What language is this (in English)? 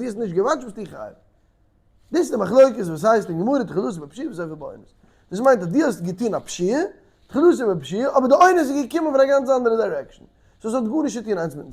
Yiddish